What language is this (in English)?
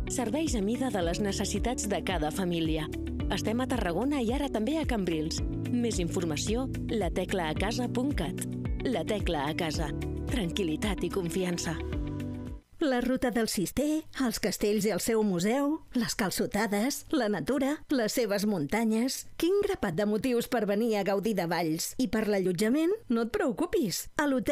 Catalan